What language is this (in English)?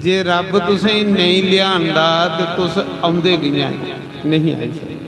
Dogri